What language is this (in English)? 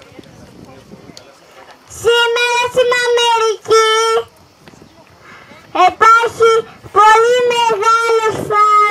Greek